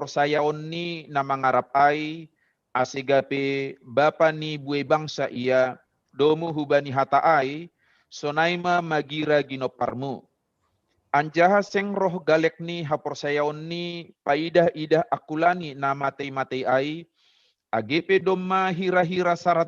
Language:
Batak Simalungun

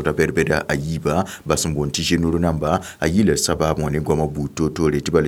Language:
Mossi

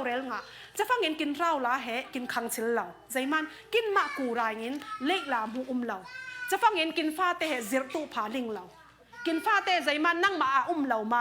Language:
Falam Chin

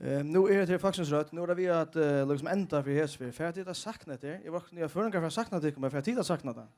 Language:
Faroese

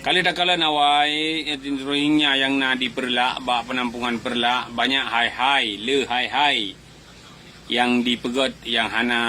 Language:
Achinese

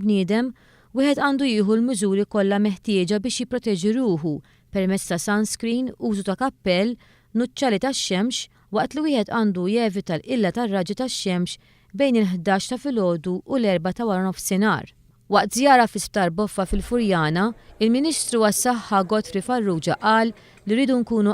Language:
Maltese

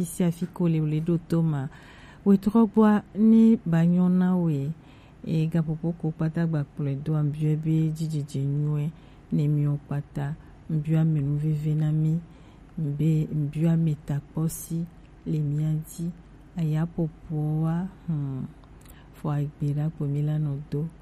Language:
Gen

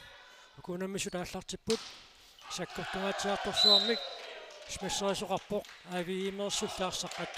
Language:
Kalaallisut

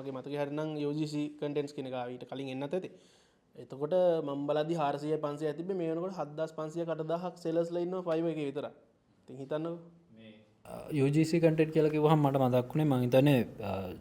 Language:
Sinhala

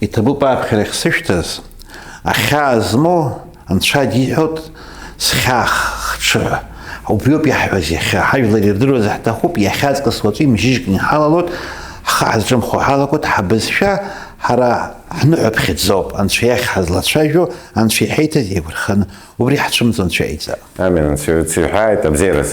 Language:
Abkhazian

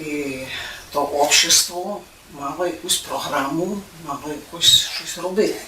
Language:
Rusyn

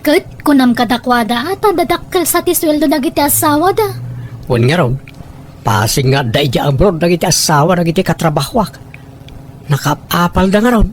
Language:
Iloko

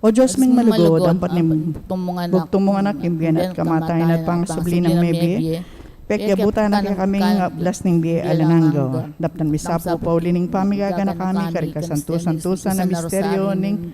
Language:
Pampanga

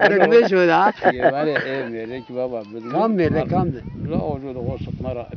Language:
Zaza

